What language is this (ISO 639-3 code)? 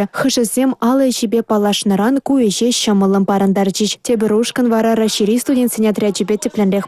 chv